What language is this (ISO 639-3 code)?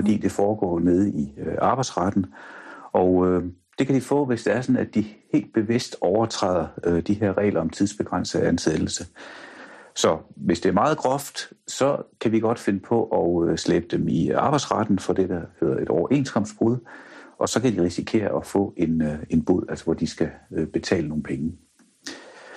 dan